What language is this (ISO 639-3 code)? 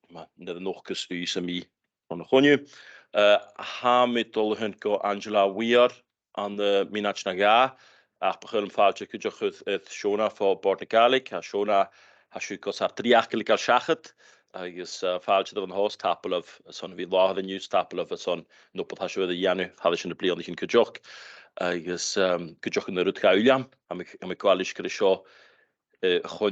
gla